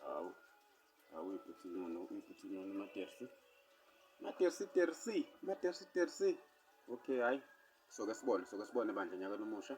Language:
Zulu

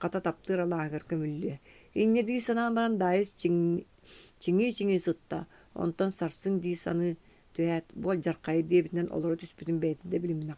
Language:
Yakut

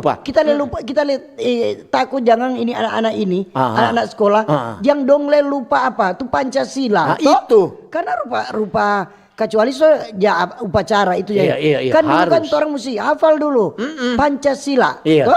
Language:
Manado Malay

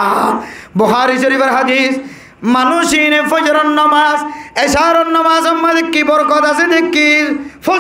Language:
Rohingya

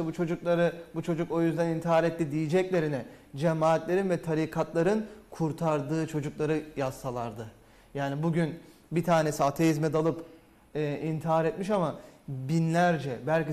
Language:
Turkish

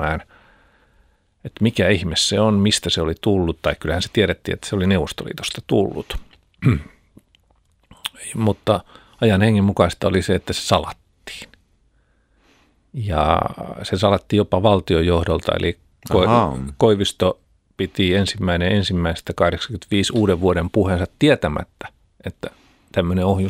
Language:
Finnish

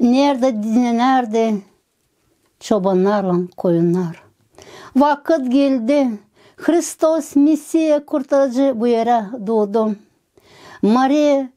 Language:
Gagauz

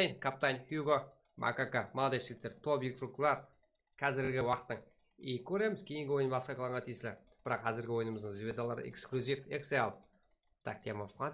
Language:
Kara-Kalpak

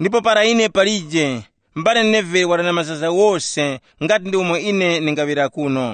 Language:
Tumbuka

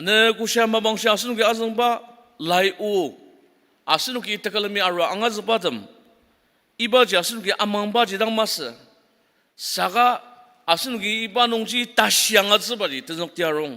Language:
Ao Naga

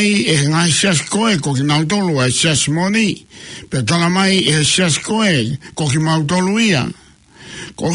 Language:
Tongan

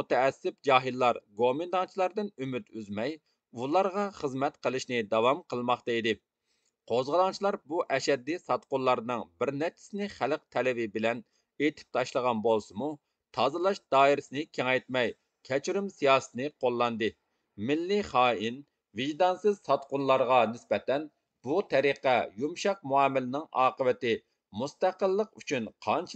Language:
Uyghur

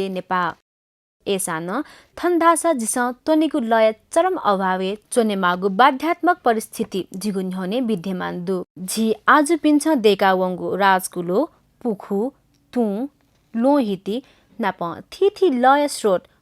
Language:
Newari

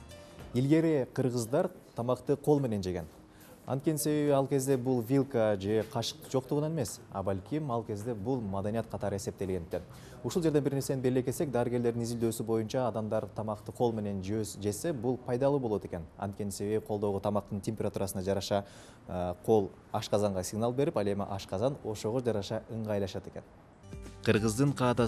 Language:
Kyrgyz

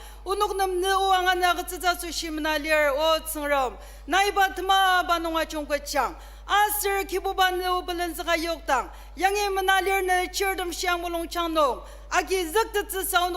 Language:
Ao Naga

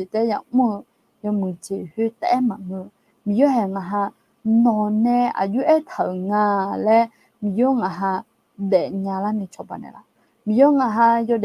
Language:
Akha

